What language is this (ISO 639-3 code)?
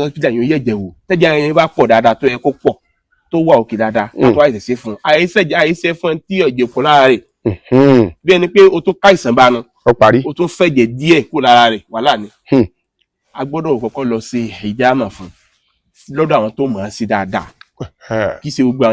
yor